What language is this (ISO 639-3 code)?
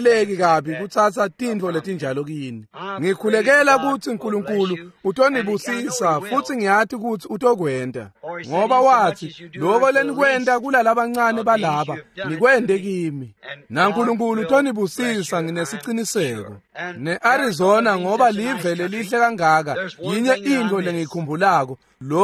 ssw